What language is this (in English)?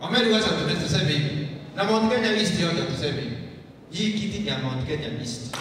Meru